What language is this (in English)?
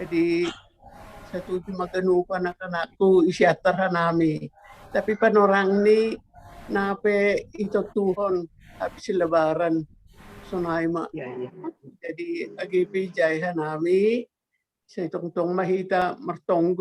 Batak Simalungun